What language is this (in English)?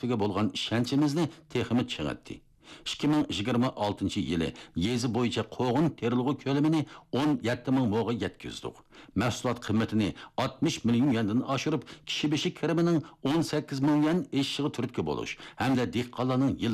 Uyghur